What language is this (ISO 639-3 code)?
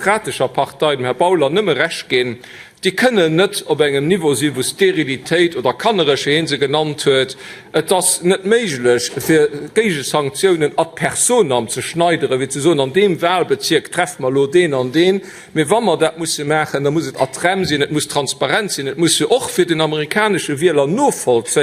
ltz